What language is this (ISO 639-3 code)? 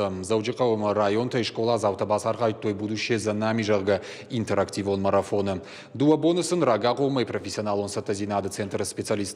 oss